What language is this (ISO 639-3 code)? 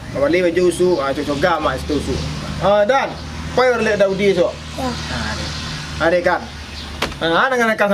min